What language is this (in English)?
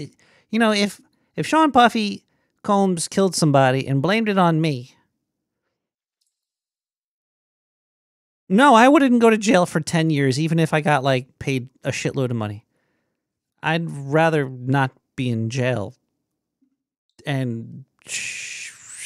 English